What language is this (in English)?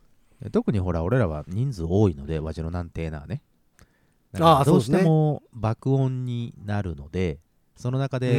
Japanese